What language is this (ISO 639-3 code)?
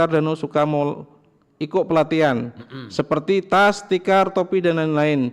xmm